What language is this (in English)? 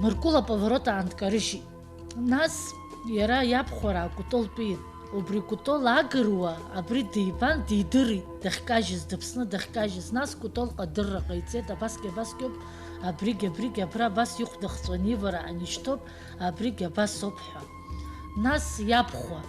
Abkhazian